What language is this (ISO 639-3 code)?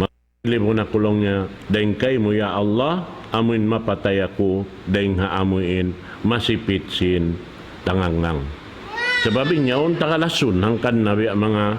tsg